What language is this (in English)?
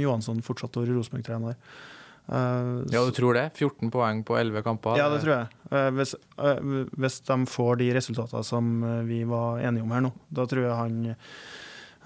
Norwegian